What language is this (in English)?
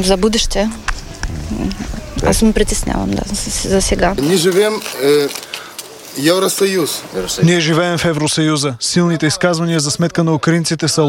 Bulgarian